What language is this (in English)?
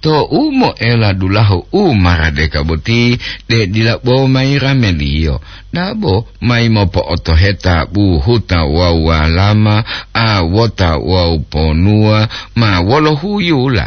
Gorontalo